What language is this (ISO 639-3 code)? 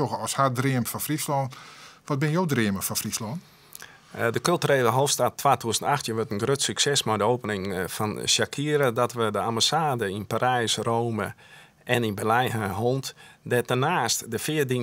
fry